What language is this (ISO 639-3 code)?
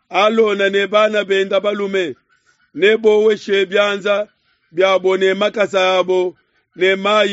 lua